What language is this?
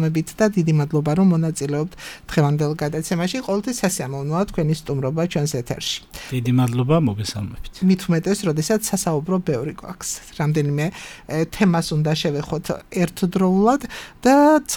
Georgian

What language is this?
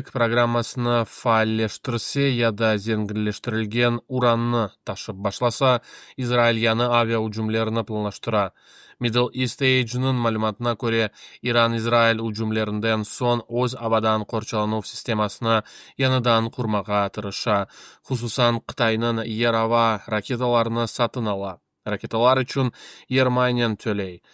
Crimean Tatar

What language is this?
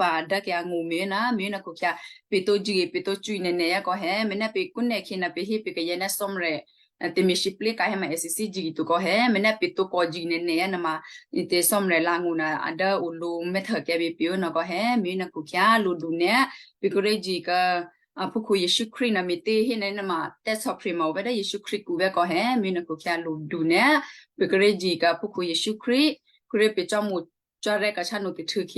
Western Kayah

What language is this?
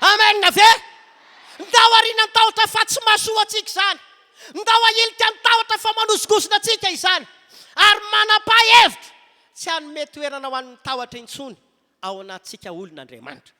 Malagasy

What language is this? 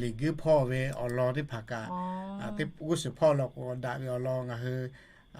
Lahu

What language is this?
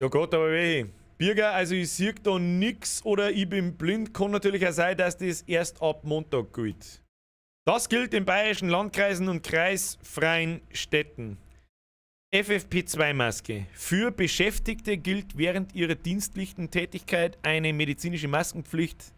Bavarian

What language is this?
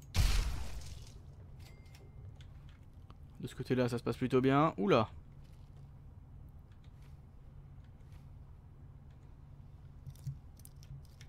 French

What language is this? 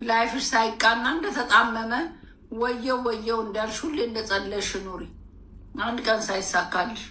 Amharic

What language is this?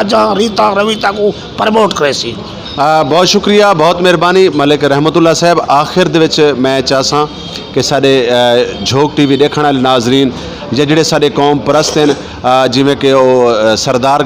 Saraiki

